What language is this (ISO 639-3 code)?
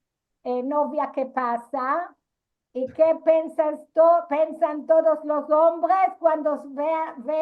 lad